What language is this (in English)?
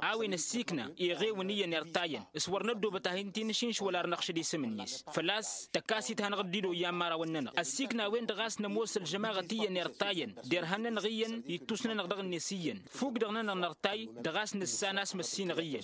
Tamasheq